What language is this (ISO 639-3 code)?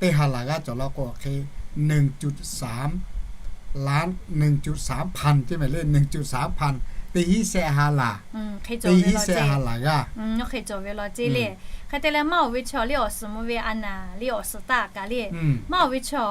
lhu